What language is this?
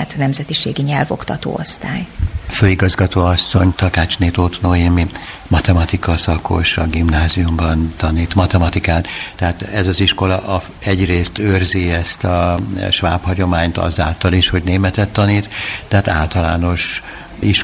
Hungarian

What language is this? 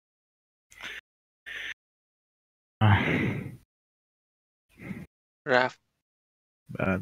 Persian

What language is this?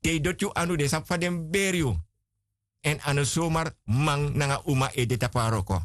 Sranan Tongo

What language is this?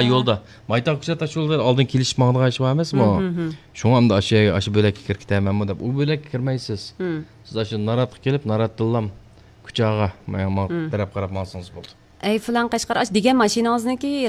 Uyghur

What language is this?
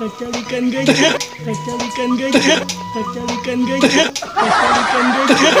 Sundanese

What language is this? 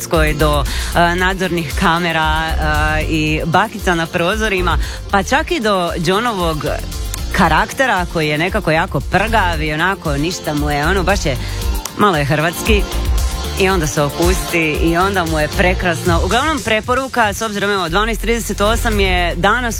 Croatian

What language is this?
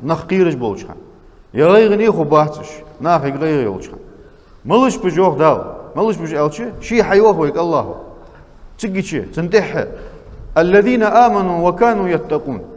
Ingush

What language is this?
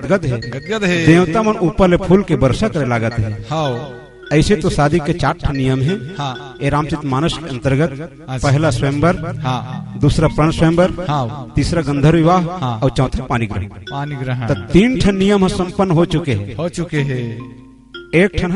Chhattisgarhi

